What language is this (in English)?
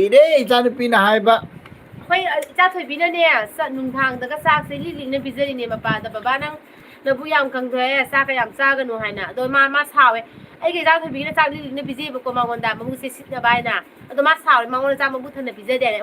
Manipuri